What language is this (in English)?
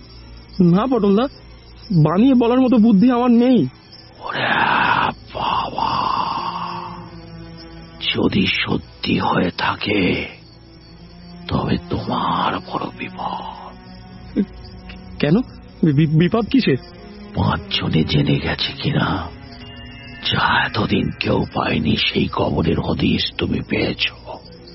Bangla